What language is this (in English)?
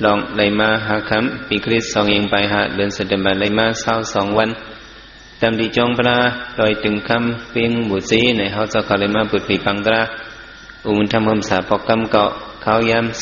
Shan